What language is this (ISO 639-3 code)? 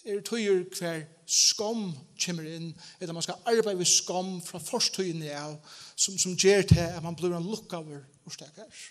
fao